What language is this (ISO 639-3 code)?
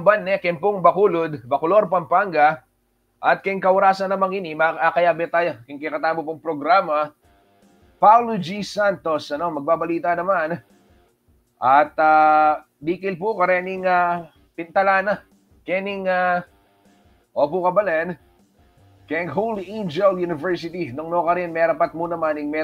pam